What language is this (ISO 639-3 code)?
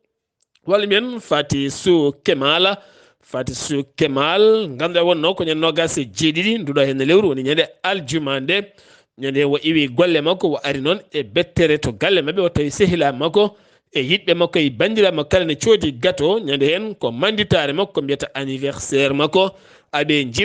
ful